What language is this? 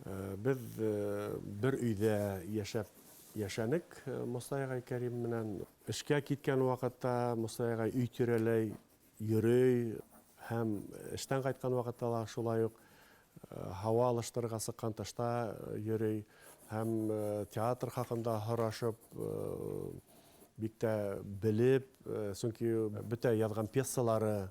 Bashkir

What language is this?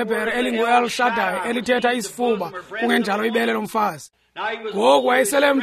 Xhosa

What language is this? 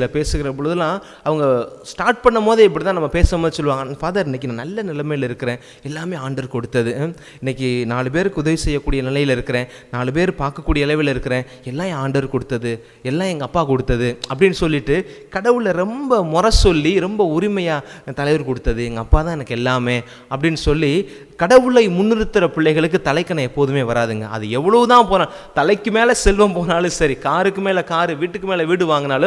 Tamil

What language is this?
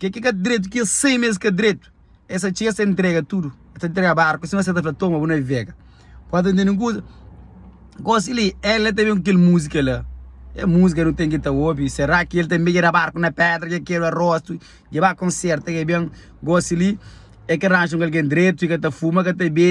Kabuverdianu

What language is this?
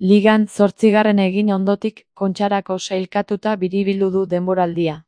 Basque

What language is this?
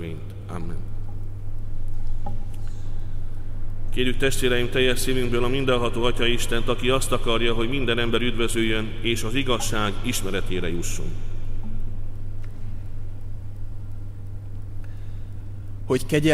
Hungarian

